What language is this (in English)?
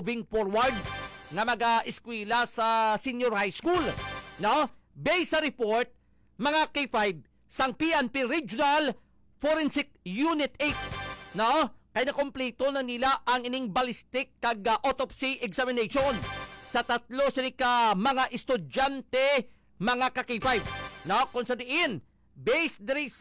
Hiligaynon